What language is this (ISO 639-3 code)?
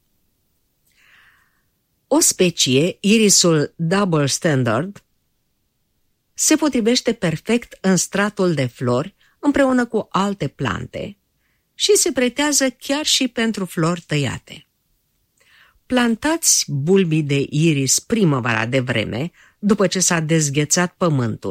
ron